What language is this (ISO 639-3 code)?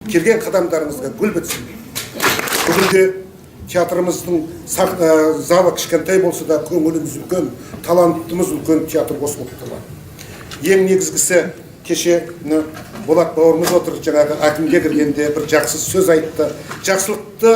kaz